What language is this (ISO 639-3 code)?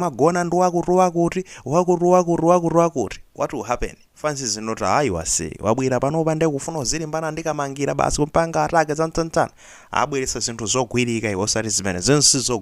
nya